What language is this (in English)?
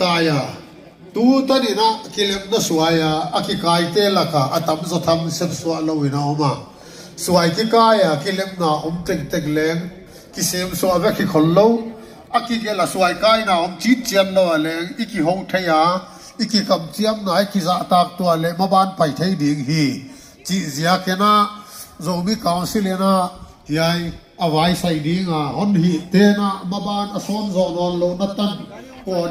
Paite Chin